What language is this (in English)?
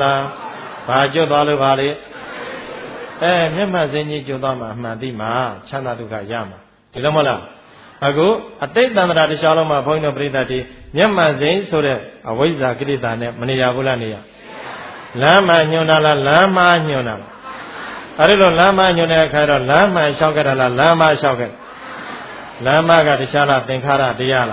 Burmese